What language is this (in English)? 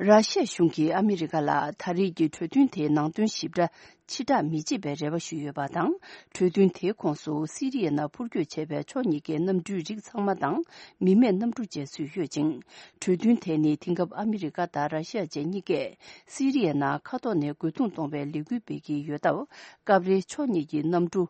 Tibetan